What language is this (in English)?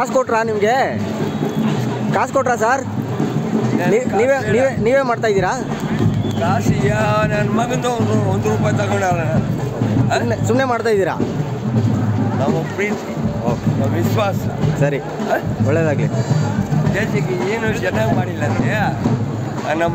Kannada